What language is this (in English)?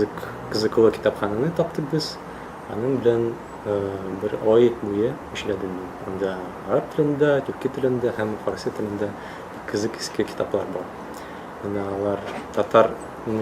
Tatar